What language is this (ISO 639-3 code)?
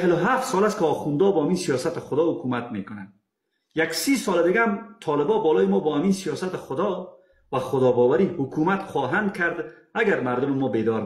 fas